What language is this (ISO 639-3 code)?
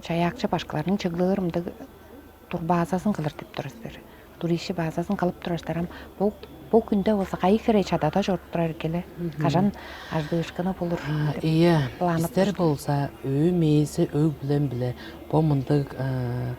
tyv